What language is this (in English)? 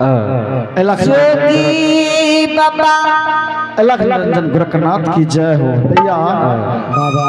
Angika